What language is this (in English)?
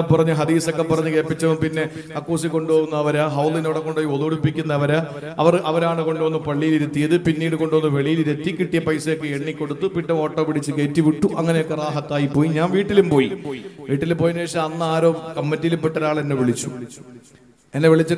Malayalam